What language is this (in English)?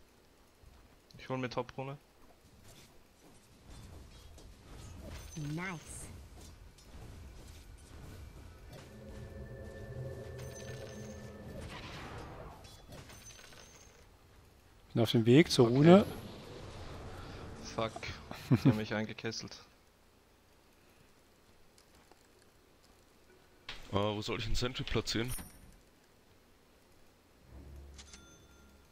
German